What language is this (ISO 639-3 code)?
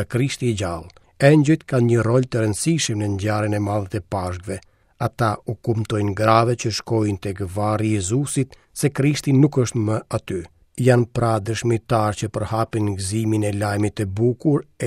sqi